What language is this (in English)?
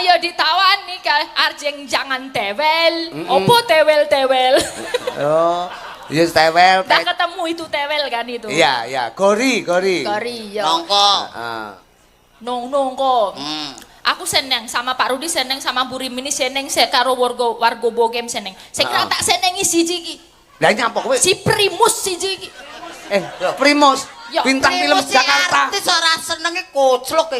Javanese